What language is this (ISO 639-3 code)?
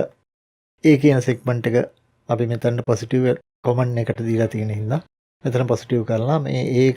sin